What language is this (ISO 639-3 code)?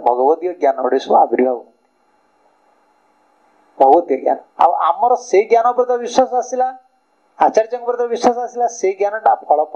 ori